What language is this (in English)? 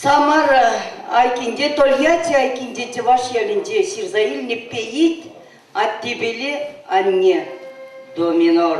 Chuvash